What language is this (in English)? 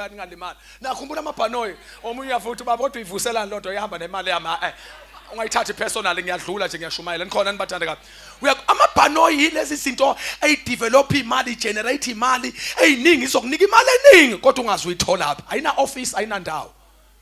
Zulu